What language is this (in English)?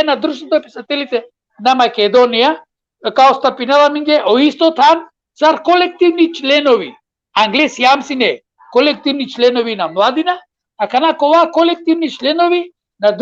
Balkan Romani